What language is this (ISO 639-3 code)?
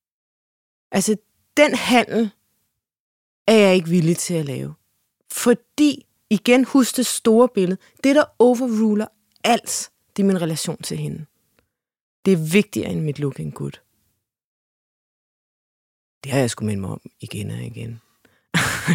dan